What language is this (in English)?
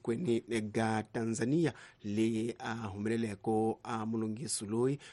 Tsonga